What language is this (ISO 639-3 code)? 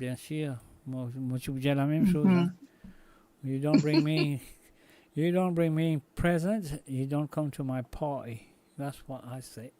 mfe